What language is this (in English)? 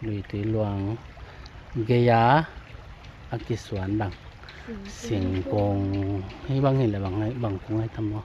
Tedim Chin